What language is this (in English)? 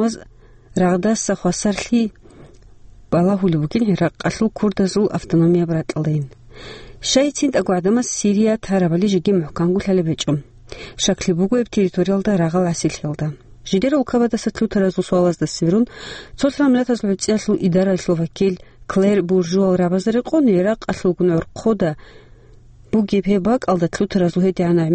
Avaric